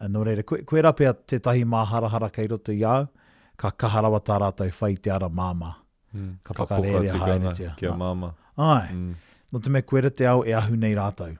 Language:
Māori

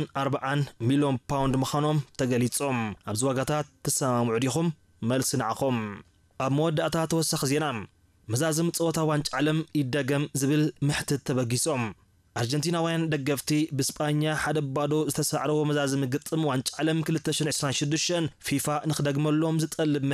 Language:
Tigrinya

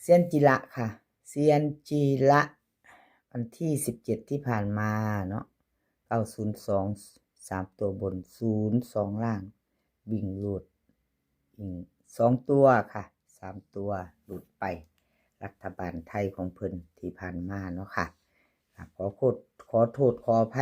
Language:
Lao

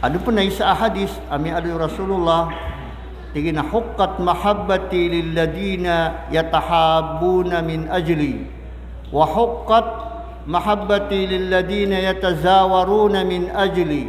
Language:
Maranao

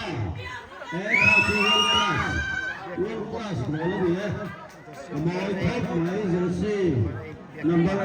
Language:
Mizo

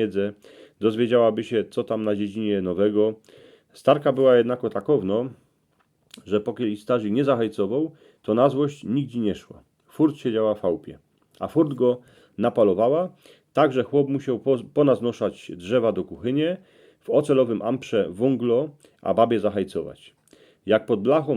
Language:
Silesian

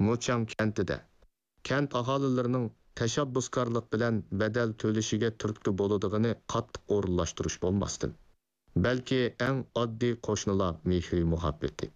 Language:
Uyghur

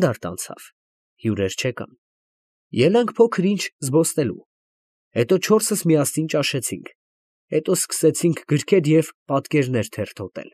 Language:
Armenian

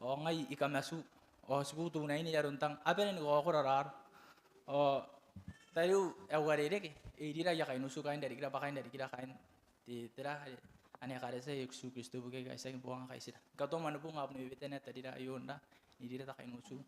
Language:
Gilbertese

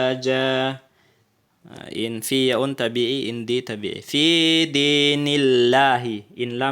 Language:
Tausug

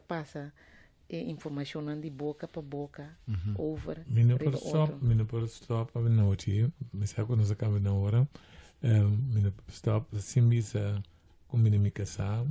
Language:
Papiamento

